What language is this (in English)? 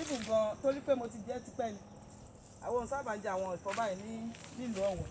Yoruba